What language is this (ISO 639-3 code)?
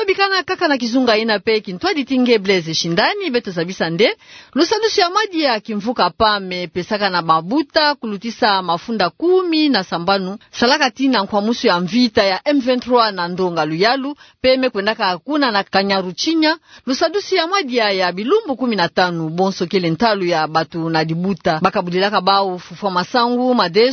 ktu